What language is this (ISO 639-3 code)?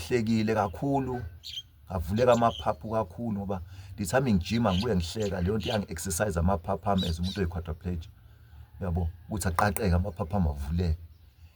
zul